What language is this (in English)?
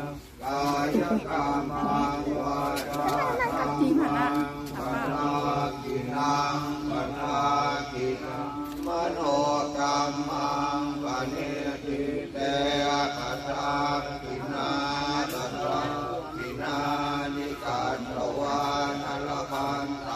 Pali